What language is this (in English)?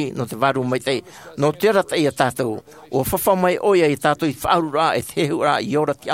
Tahitian